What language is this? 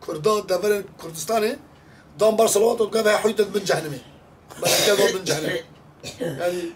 Kurdish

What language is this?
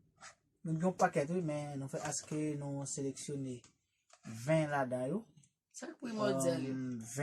Haitian Creole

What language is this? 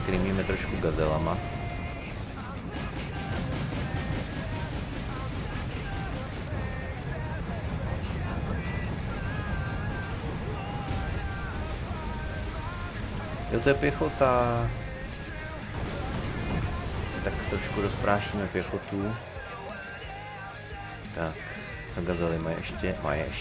Czech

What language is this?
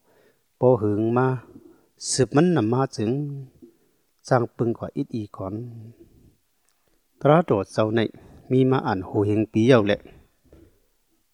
Thai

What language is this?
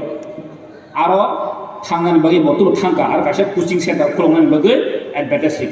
Kok Borok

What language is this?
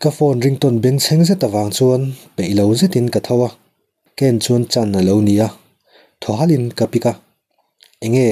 Mizo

